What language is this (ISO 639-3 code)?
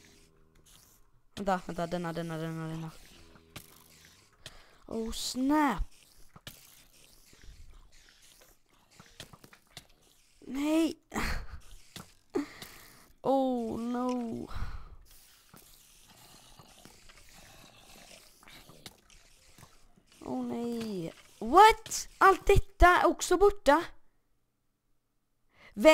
swe